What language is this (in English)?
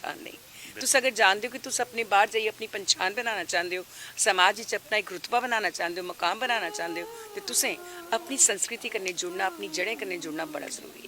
Dogri